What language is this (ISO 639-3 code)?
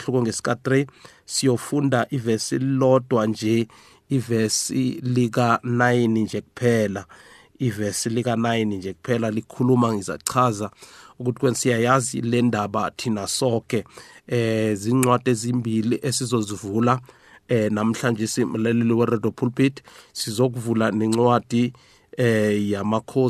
nbl